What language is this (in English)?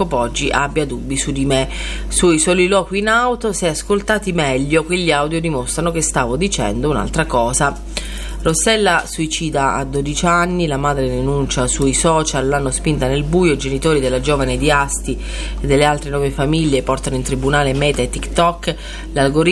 Italian